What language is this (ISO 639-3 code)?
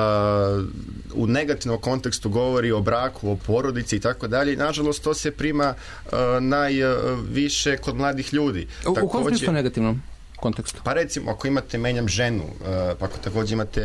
srp